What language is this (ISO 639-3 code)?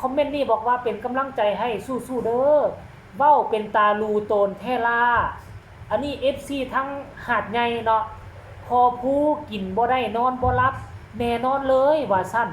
tts